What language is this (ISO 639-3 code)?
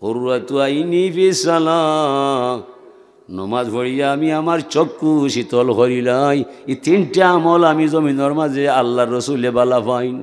syl